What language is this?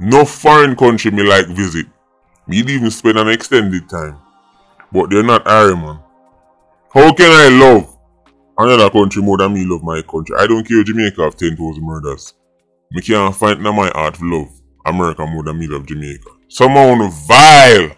Jamaican Creole English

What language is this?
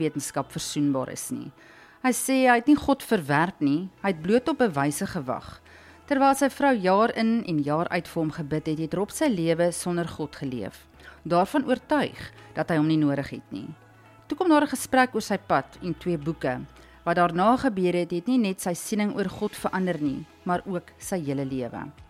Afrikaans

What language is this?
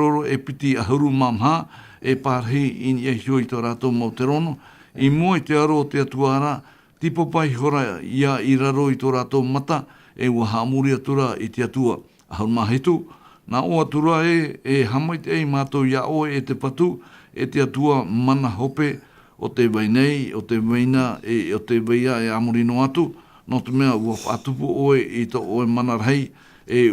Tahitian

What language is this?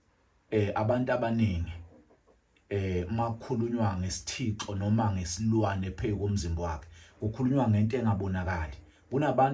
Zulu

